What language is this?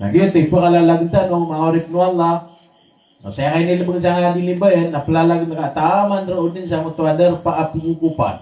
Maranao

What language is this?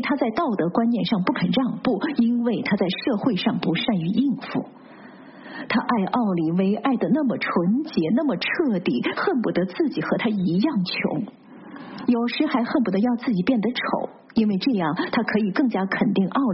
Chinese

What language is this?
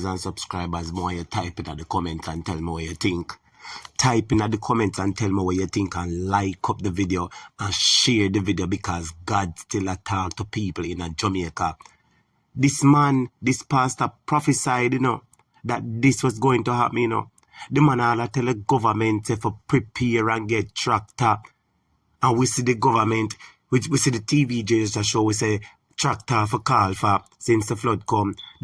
Jamaican Creole English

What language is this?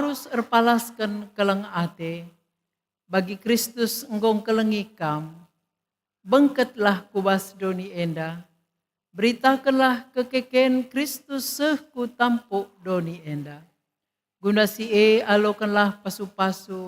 Batak Karo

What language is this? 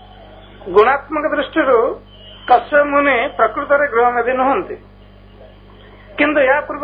Odia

